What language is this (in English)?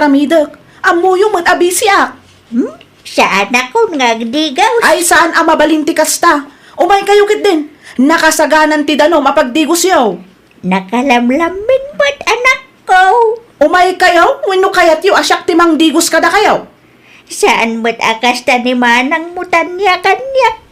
Iloko